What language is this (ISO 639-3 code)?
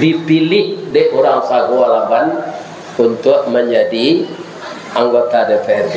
min